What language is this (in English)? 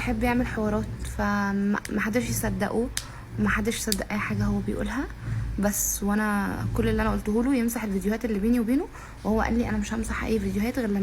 Egyptian Arabic